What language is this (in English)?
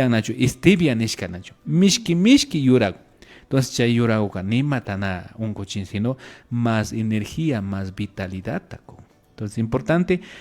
Imbabura Highland Quichua